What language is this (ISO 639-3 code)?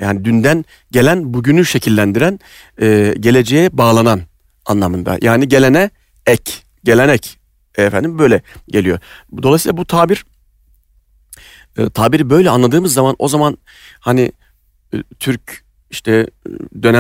tur